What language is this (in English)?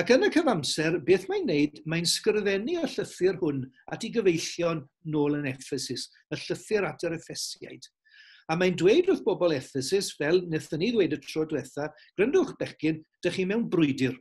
Welsh